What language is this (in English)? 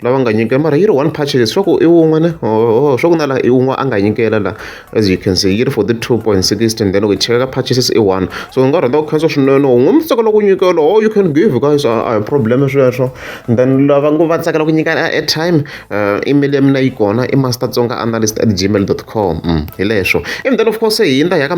Tsonga